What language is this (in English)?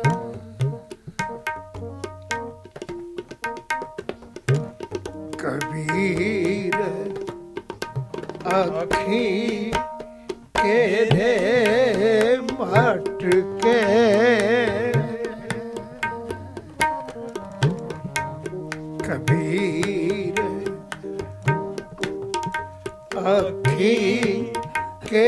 Punjabi